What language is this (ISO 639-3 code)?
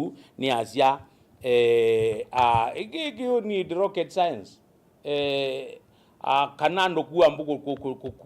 kam